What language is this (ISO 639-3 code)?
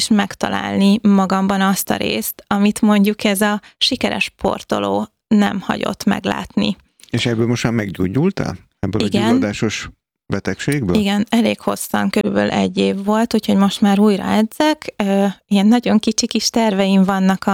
hun